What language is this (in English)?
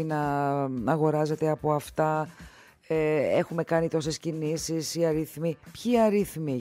Greek